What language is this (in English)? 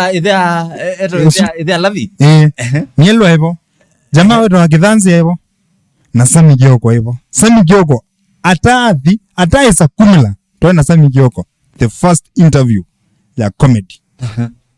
Kamba